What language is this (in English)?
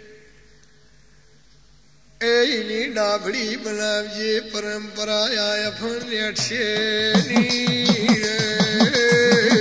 Gujarati